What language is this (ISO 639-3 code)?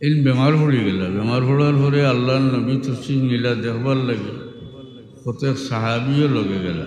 syl